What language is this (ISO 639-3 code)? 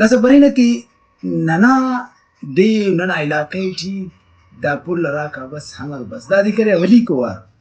brh